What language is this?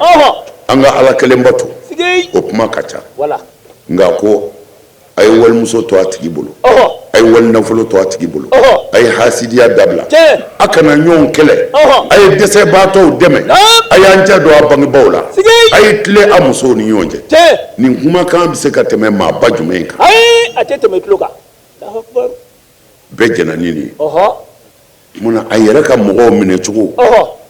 Bambara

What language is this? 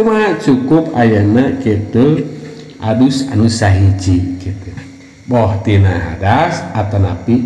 Sundanese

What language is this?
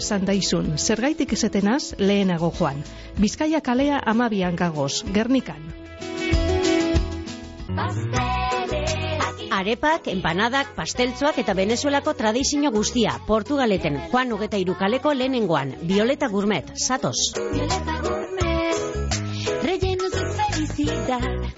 Basque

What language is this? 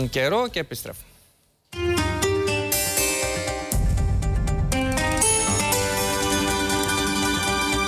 Greek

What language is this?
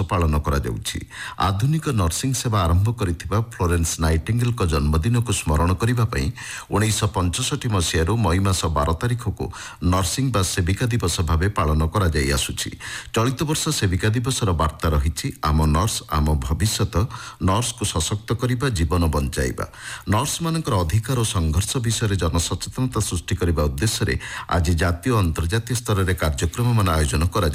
Odia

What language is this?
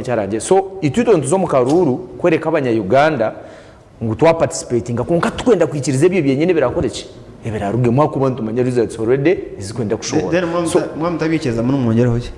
Nyankole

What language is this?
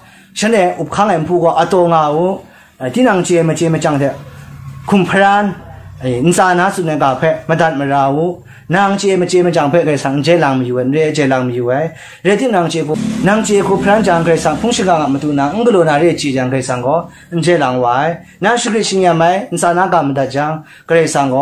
Kachin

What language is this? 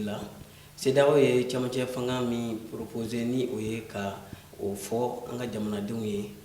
Bambara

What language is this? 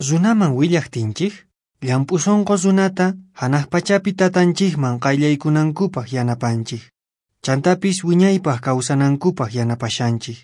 Quechua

